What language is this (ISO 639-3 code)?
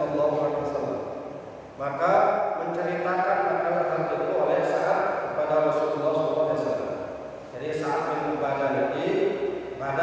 ind